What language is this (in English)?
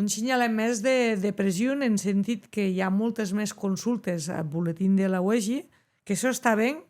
Occitan